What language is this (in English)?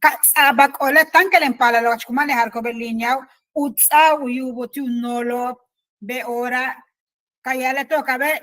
Yucateco